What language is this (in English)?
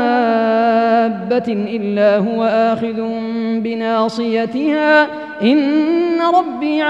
Arabic